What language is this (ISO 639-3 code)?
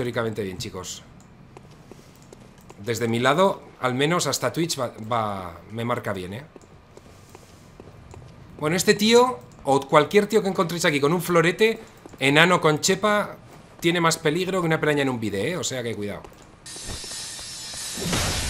spa